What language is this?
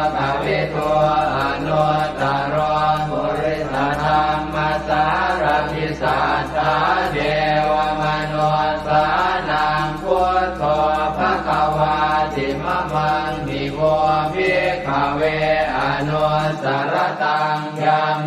Pali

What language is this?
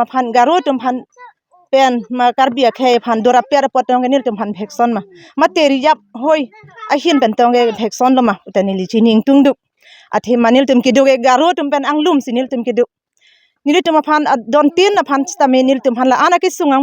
Karbi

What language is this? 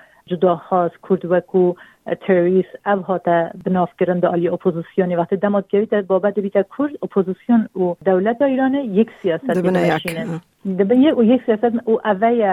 Kurdish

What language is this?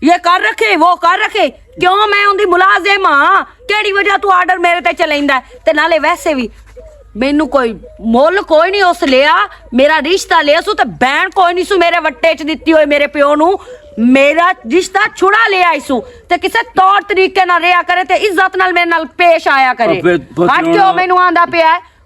Western Panjabi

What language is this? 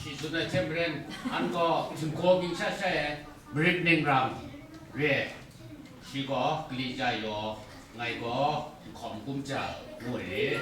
Kachin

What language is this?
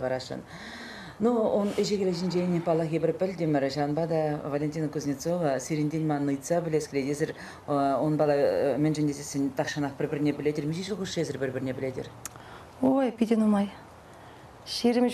Chuvash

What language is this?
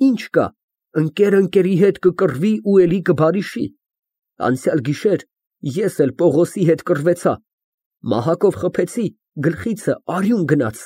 Armenian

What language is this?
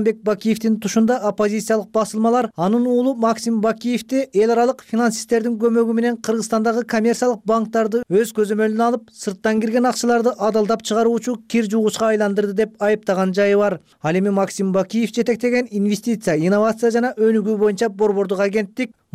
Kyrgyz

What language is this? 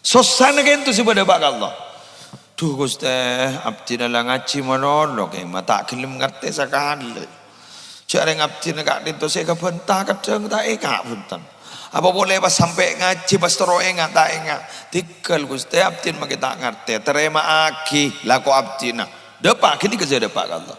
Madurese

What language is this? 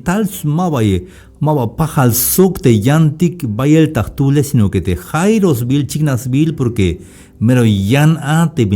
Tzeltal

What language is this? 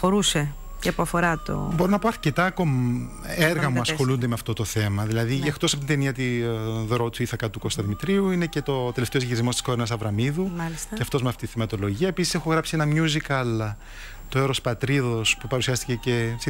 Greek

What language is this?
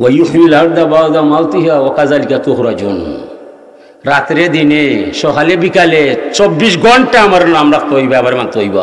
Sylheti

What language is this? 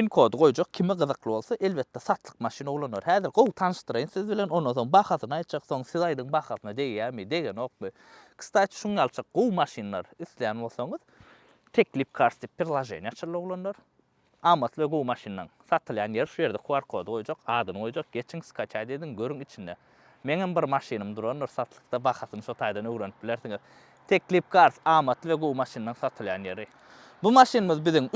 Turkmen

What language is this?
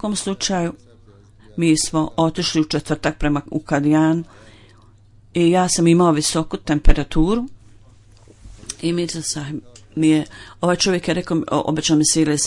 Bosnian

